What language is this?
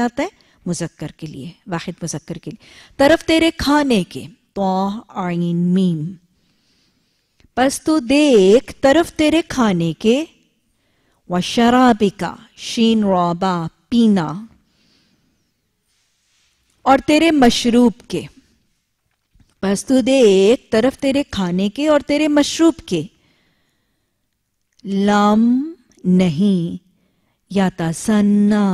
Urdu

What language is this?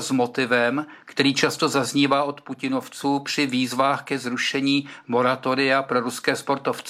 Czech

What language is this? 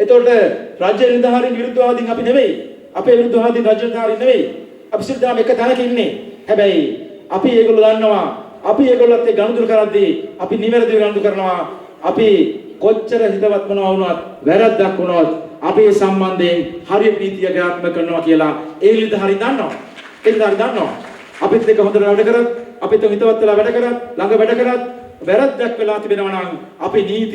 Sinhala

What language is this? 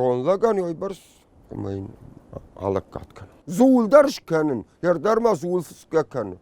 Ossetic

